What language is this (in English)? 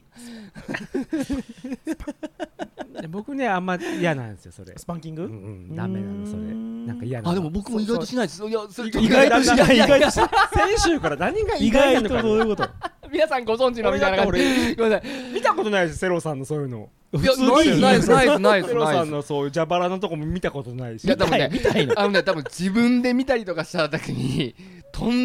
Japanese